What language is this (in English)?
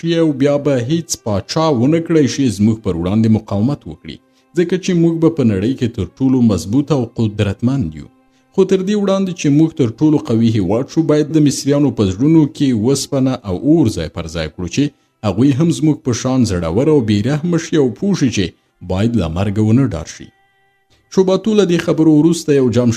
Pashto